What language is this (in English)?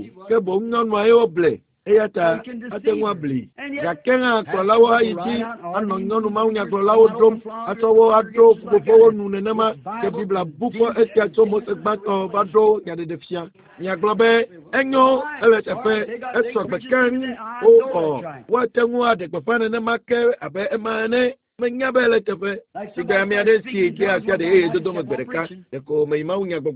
Ewe